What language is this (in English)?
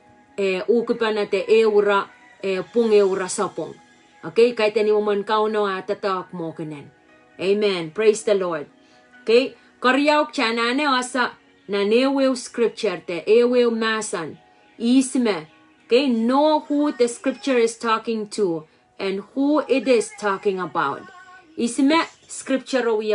Pohnpeian